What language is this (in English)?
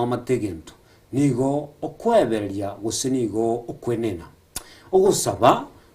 Gusii